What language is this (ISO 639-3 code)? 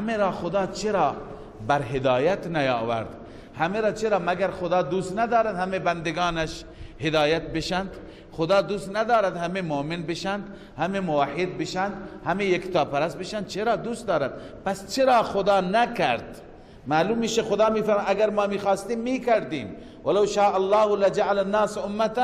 fas